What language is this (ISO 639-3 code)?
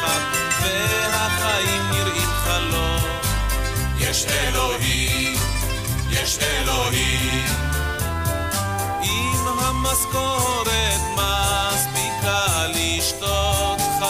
heb